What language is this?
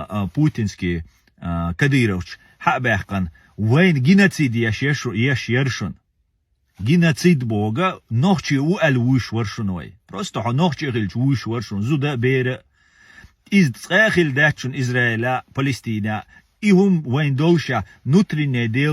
Chechen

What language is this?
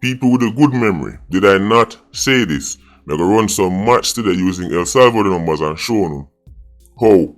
Jamaican Creole English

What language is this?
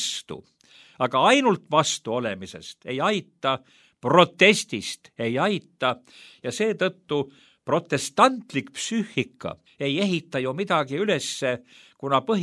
Estonian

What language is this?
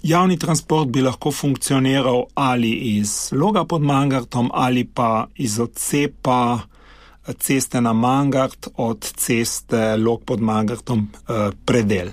Slovenian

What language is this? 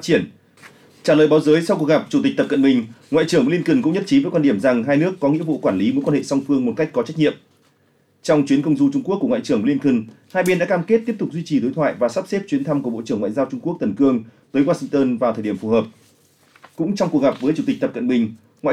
Vietnamese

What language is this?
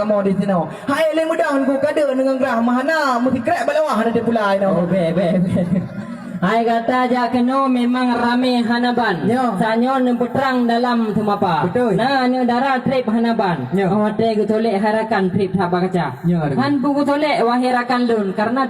Achinese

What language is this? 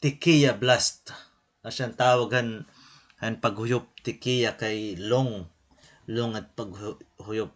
Waray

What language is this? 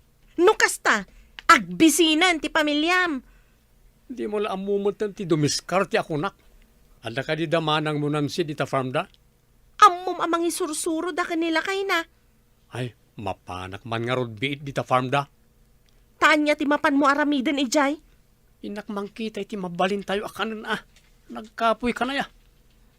Iloko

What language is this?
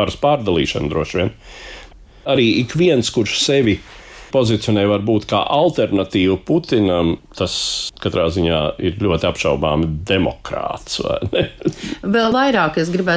Latvian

